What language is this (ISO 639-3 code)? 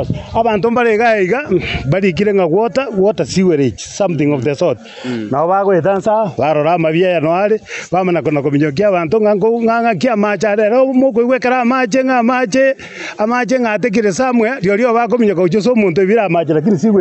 guz